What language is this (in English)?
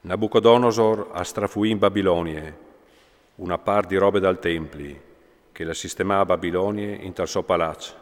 Friulian